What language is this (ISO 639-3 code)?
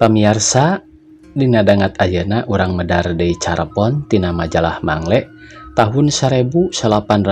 sun